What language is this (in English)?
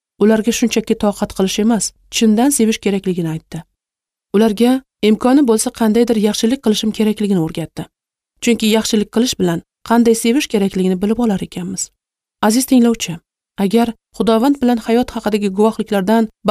Uzbek